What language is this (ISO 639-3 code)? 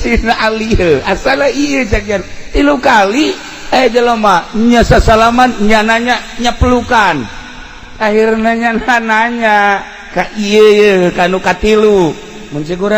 sun